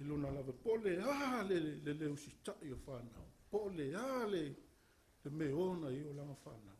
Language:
Samoan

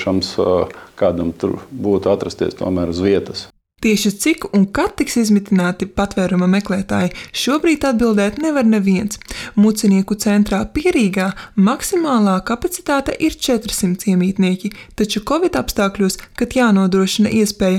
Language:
Latvian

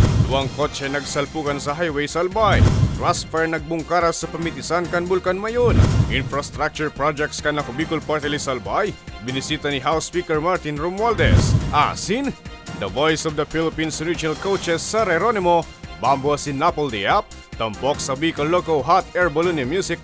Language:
Bikol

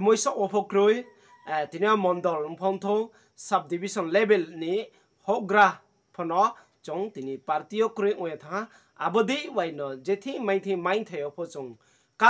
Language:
Riang (India)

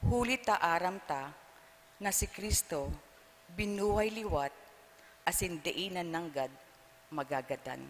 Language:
Bikol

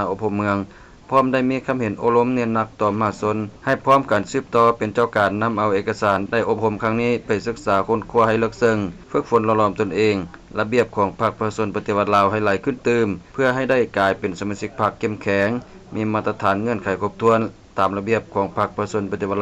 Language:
Lao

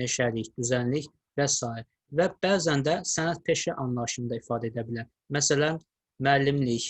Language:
Azerbaijani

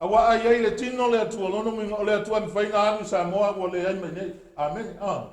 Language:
Samoan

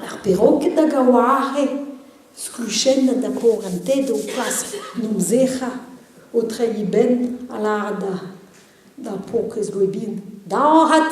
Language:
Breton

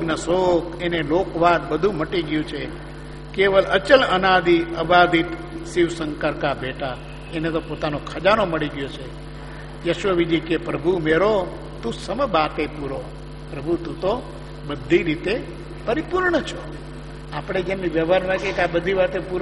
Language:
Gujarati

